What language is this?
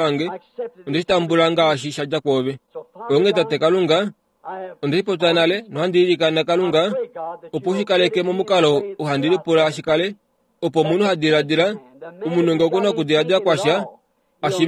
Kuanyama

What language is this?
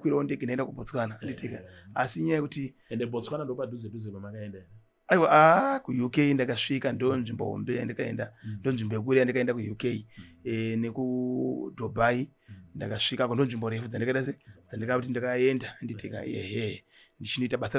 Shona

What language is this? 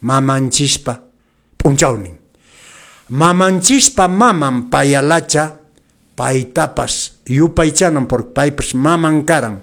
Quechua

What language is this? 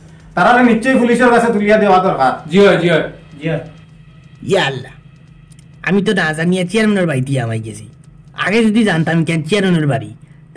Sylheti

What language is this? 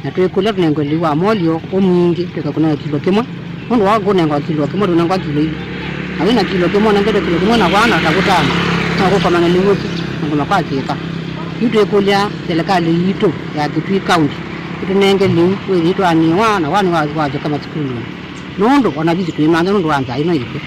Kamba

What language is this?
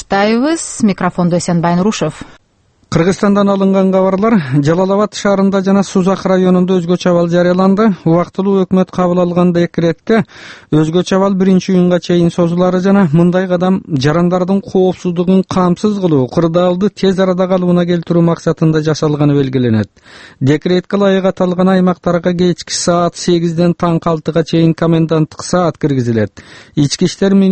Kyrgyz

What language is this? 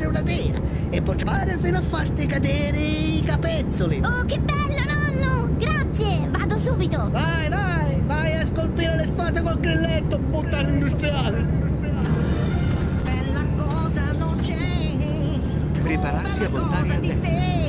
Italian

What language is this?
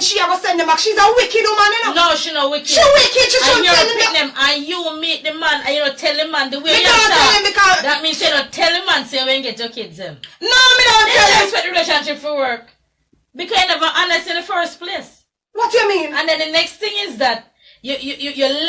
Jamaican Creole English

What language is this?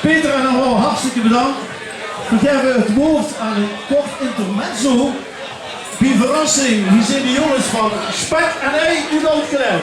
Limburgish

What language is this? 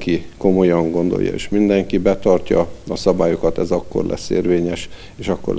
Hungarian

